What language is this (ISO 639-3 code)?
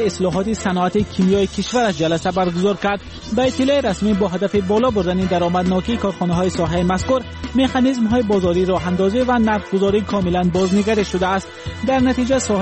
fas